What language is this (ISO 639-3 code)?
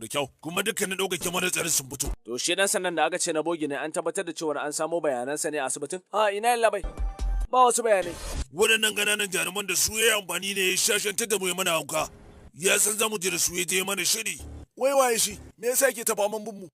hau